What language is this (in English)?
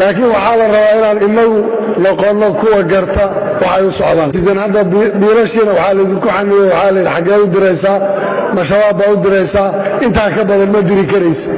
Somali